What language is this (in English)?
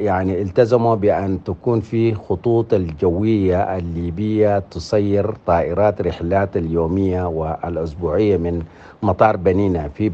Sudanese Arabic